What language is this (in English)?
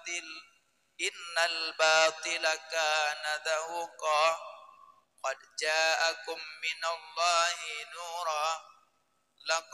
Achinese